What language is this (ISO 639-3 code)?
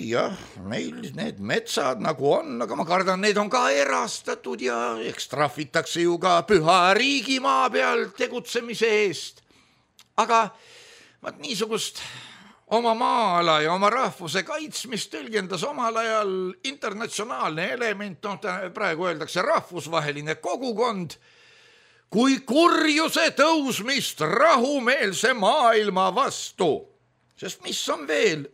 est